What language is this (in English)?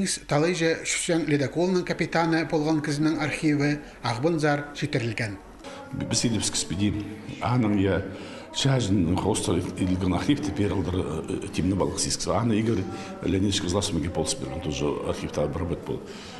Khakas